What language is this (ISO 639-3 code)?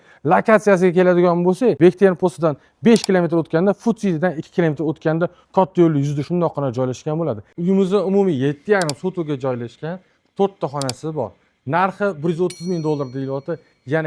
uzb